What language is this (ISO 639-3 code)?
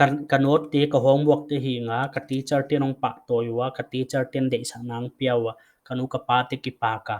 pck